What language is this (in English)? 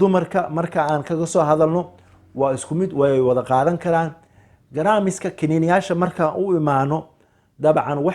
Somali